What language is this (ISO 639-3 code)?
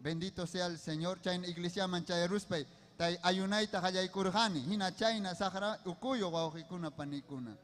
quy